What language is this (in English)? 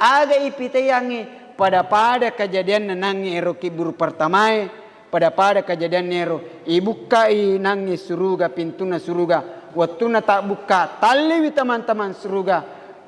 Buginese